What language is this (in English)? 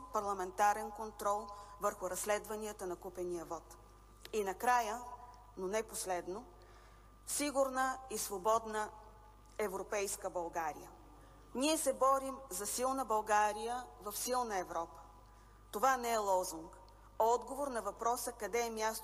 Bulgarian